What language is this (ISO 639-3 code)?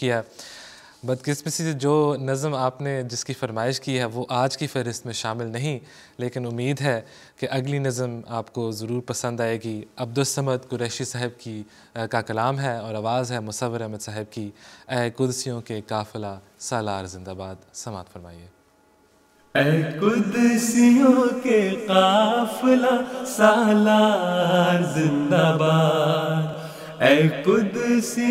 urd